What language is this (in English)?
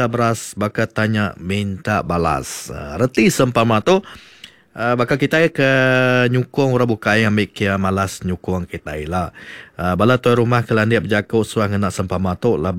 Iban